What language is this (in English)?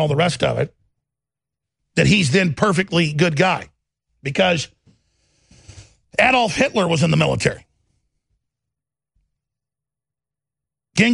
English